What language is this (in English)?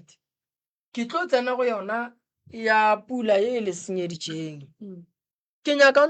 Northern Sotho